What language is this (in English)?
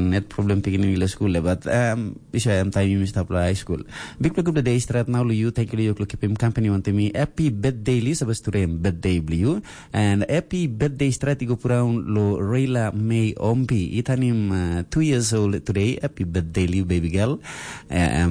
Tok Pisin